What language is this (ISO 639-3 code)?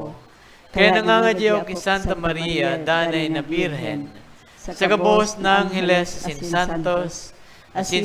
bik